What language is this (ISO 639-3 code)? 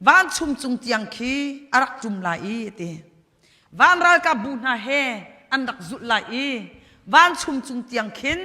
cnh